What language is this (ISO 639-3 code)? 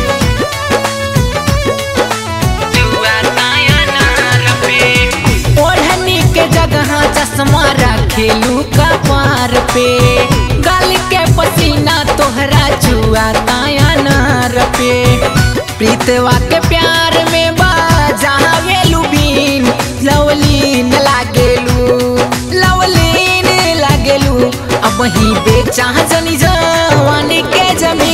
bho